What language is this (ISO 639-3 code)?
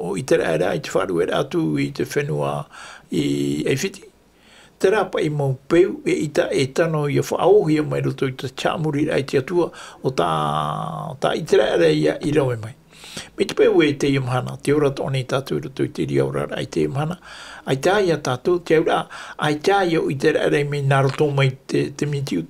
tah